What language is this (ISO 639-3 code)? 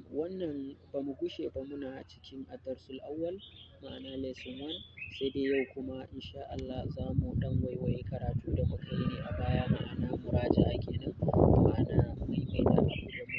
hau